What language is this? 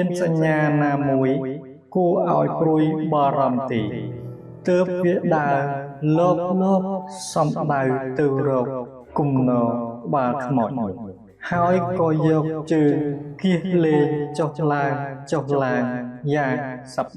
Khmer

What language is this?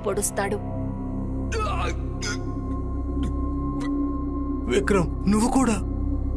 Telugu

